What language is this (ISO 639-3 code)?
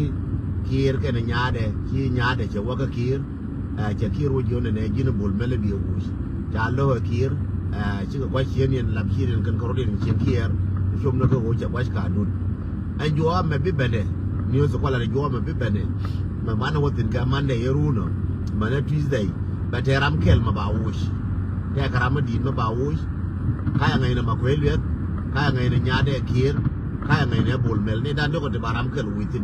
nus